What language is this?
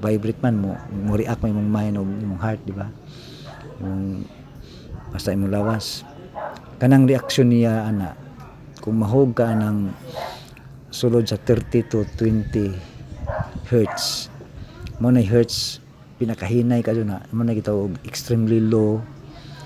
Cebuano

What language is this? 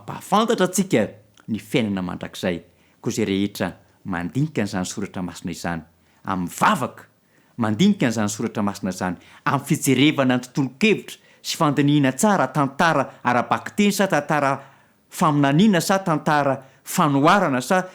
Malagasy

